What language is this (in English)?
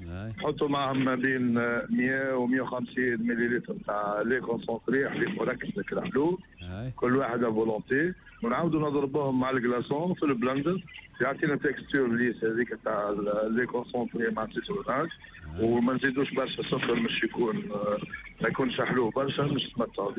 Tunisian Arabic